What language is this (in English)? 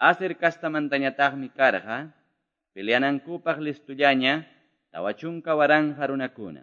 Quechua